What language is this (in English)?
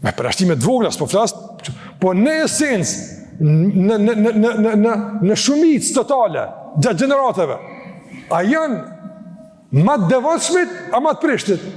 Albanian